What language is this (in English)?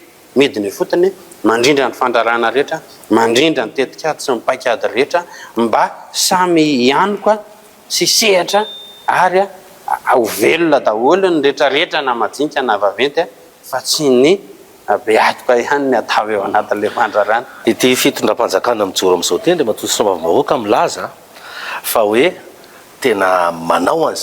Malagasy